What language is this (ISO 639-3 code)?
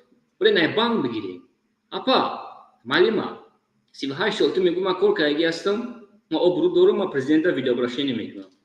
tgk